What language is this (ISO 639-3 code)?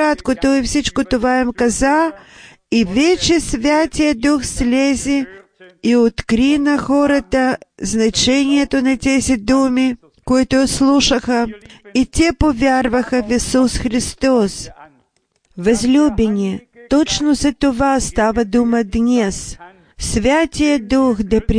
bul